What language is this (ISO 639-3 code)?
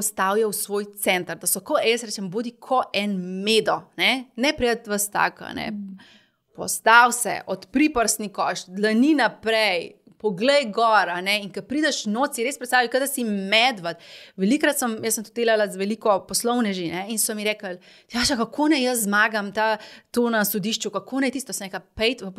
slv